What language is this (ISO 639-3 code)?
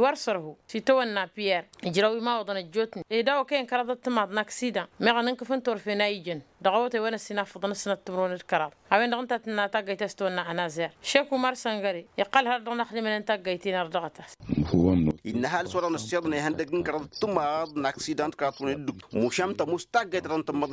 taq